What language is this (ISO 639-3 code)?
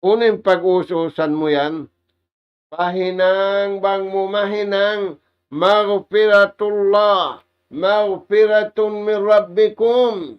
tsg